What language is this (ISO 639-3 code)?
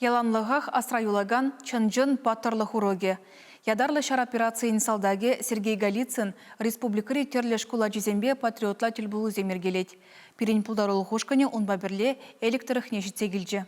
chv